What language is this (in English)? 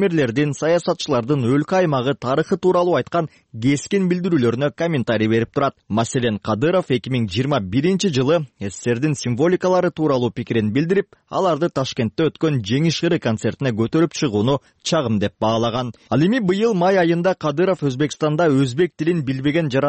Kyrgyz